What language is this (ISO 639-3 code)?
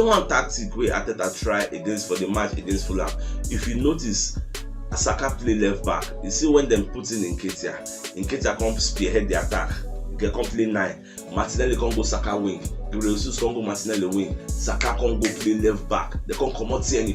pcm